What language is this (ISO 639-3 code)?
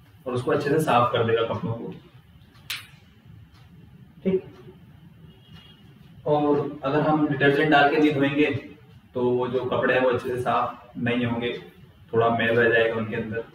hin